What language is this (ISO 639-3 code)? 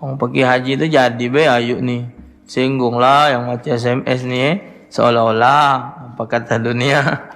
mui